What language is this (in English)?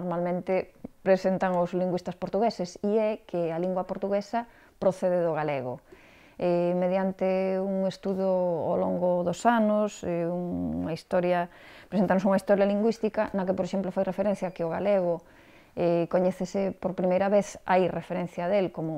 Galician